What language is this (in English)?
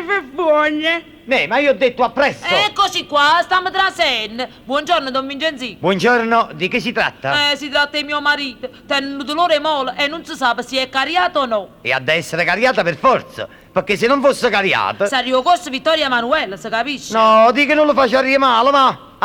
Neapolitan